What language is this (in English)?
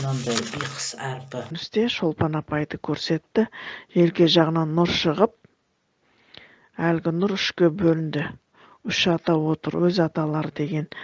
Kazakh